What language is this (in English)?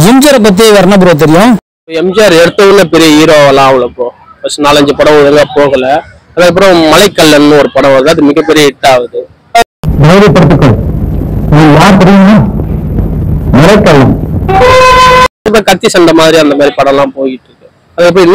Tamil